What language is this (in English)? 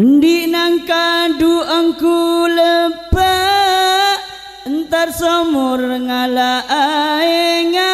Madurese